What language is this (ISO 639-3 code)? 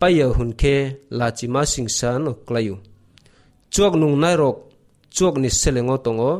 trp